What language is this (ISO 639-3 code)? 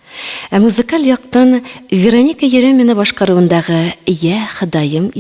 tat